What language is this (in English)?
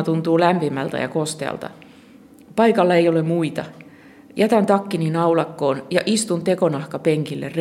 Finnish